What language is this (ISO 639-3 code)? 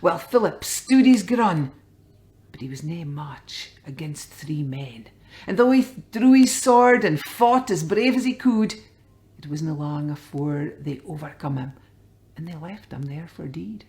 sco